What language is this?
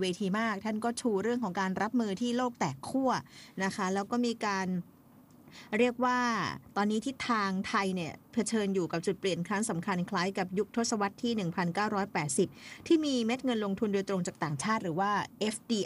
Thai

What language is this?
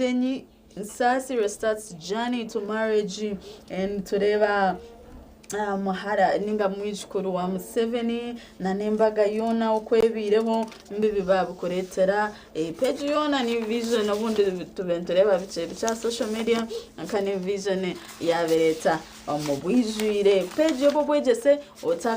Nyankole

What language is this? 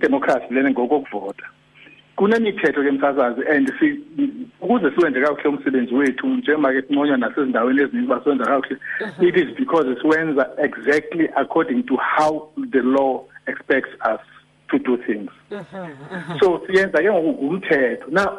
Xhosa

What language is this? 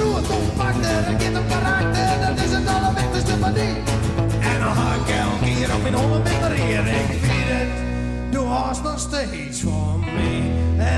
Western Frisian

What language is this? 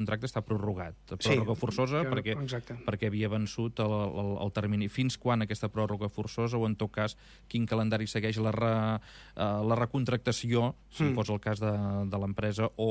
Catalan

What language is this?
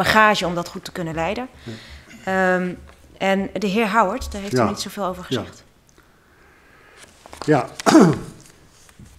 Dutch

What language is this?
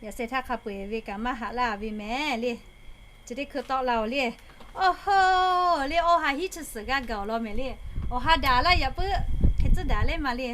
Lahu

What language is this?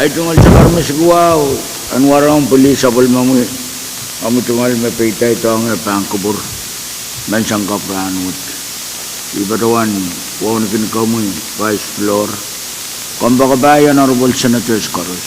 Pohnpeian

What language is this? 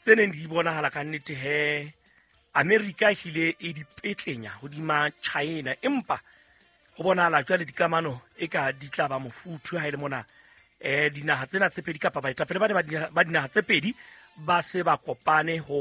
Southern Sotho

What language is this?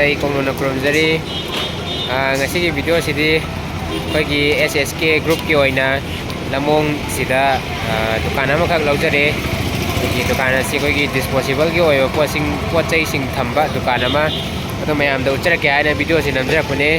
Manipuri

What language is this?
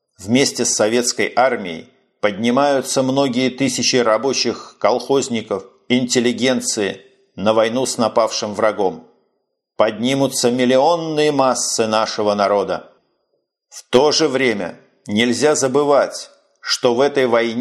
Russian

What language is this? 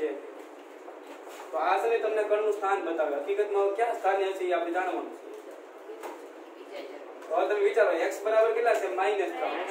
Gujarati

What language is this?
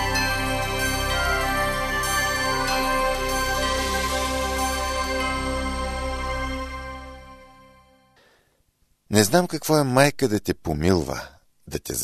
Bulgarian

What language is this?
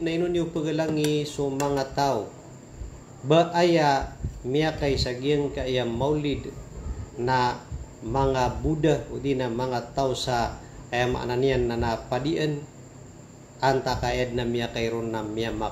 Maranao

